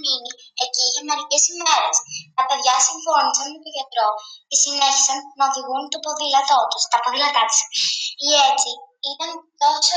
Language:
Greek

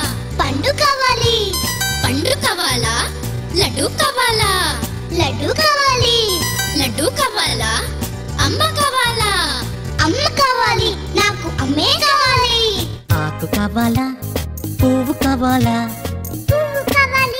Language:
Telugu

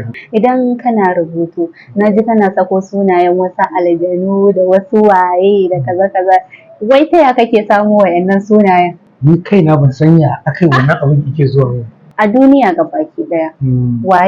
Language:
Hausa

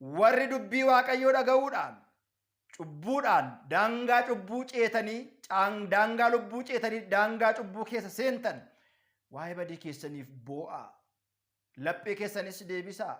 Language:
Oromo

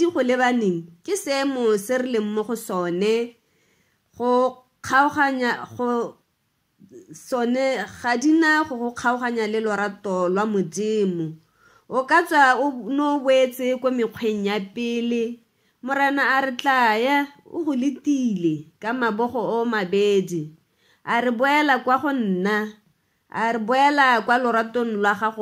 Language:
Tswana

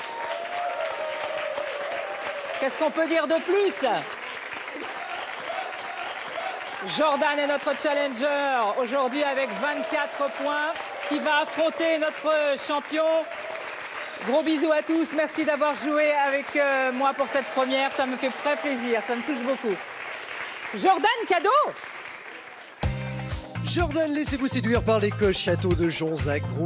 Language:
French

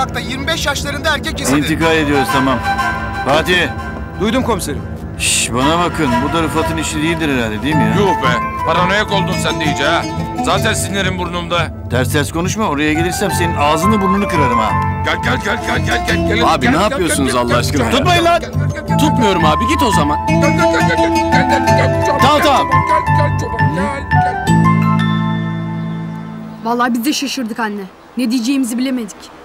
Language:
Turkish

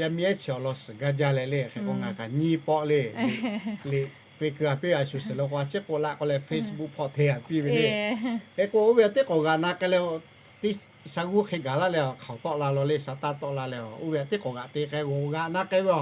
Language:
Lahu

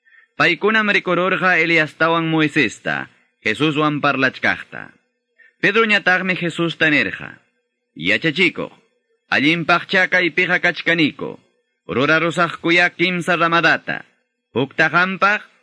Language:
Quechua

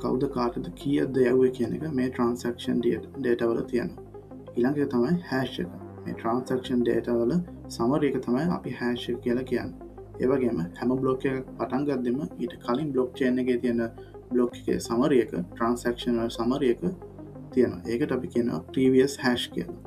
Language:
Sinhala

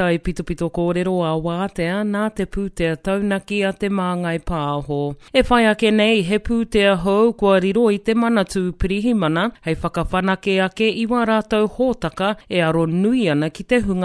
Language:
Māori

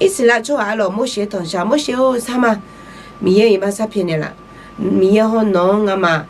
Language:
Akha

